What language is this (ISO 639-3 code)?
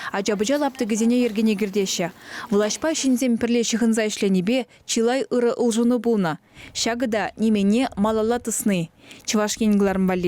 chv